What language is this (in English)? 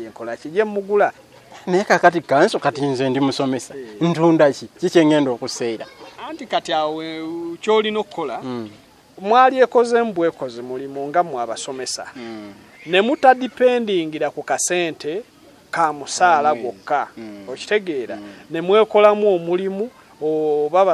Ganda